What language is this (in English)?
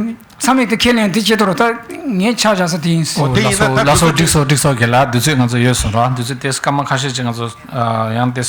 Tibetan